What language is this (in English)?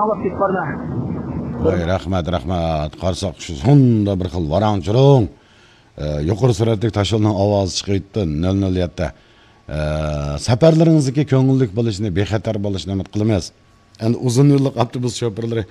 Uyghur